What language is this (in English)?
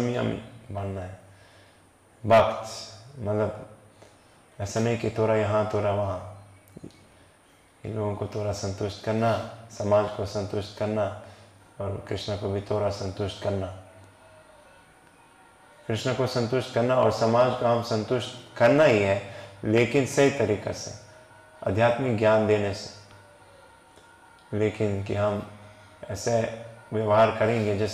Hindi